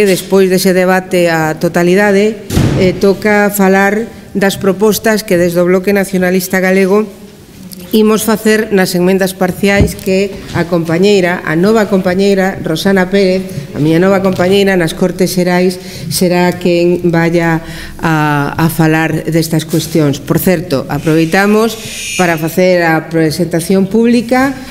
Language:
Galician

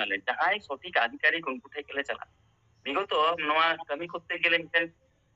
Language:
Santali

